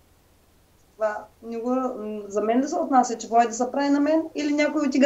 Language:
Bulgarian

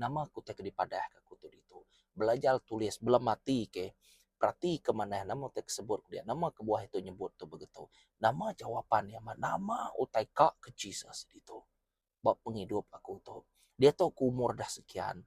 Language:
Iban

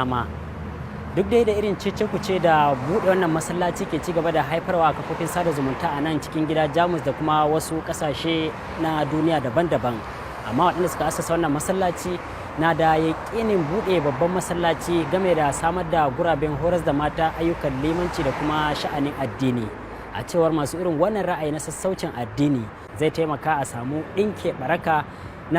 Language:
Hausa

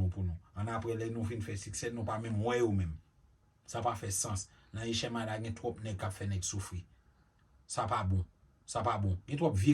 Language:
Haitian Creole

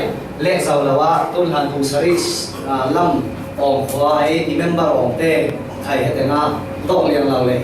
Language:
Falam Chin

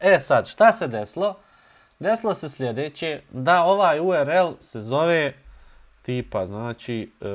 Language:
Bosnian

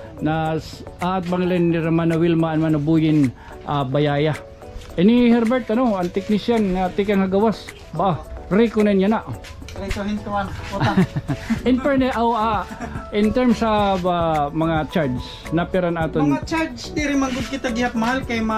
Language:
Waray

